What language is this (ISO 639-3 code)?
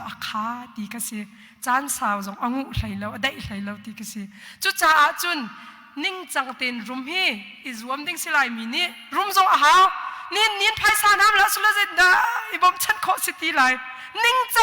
cnh